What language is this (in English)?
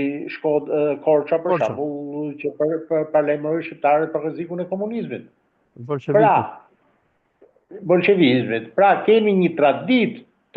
Albanian